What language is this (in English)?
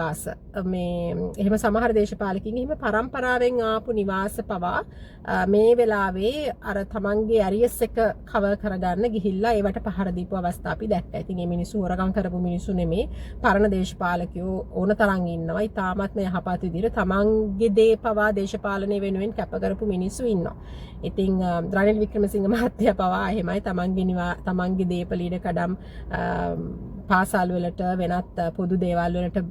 Sinhala